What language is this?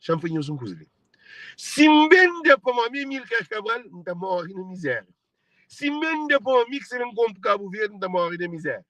Kabuverdianu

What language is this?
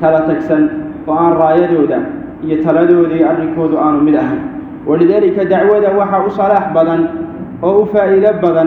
Somali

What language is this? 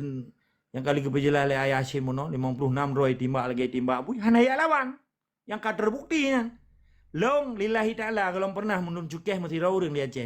Achinese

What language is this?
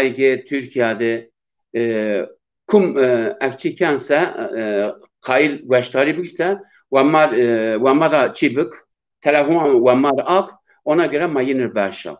Zaza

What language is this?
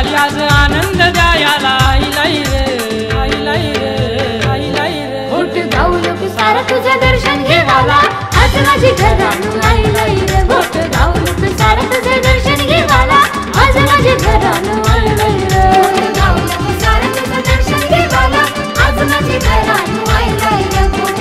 Marathi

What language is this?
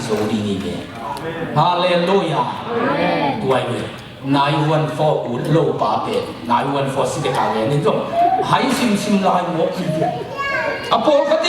Tedim Chin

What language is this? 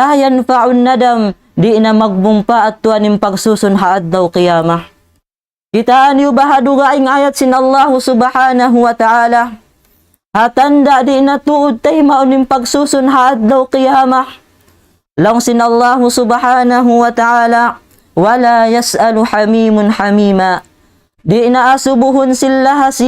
Tausug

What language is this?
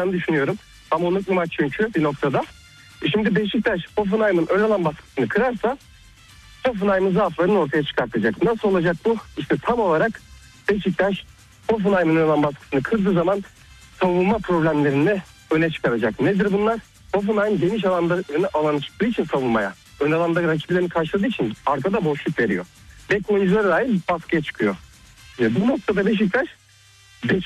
Turkish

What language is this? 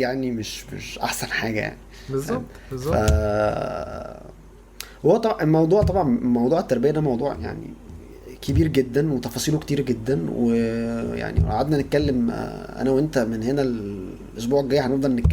Egyptian Arabic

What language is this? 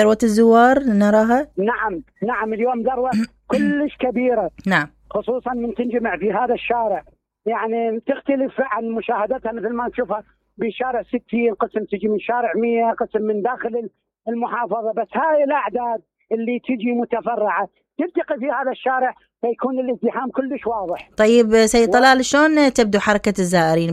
Mesopotamian Arabic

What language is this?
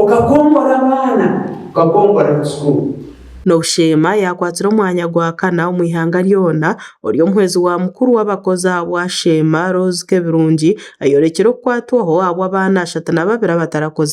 Nyankole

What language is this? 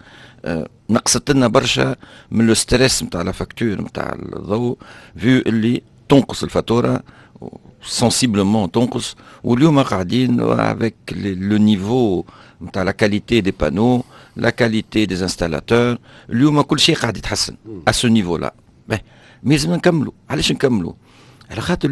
Tunisian Arabic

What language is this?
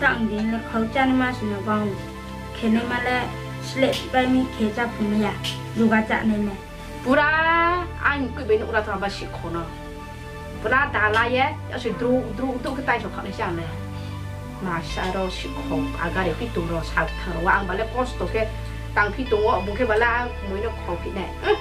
Riang (India)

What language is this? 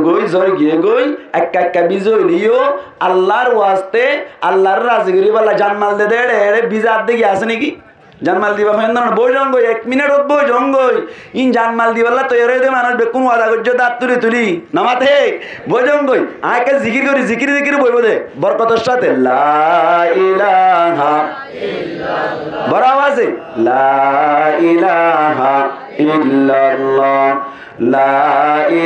Rohingya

